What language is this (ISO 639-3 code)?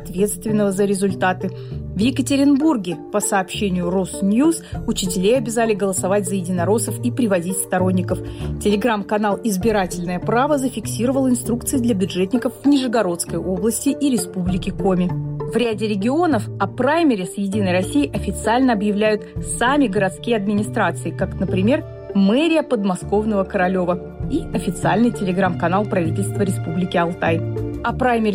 rus